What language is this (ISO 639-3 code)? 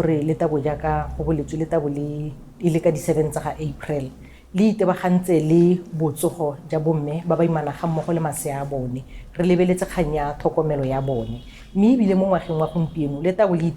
tsn